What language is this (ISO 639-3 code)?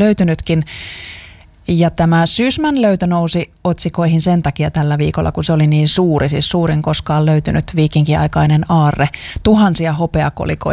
fin